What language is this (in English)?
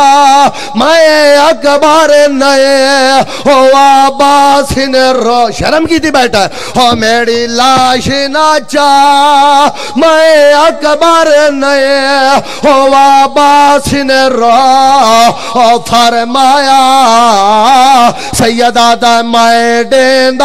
Urdu